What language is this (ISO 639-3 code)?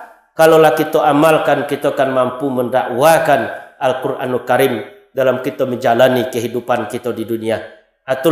min